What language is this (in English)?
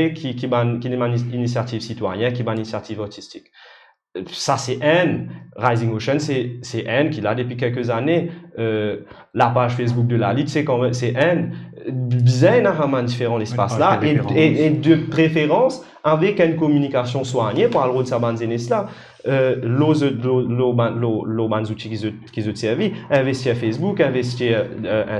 Morisyen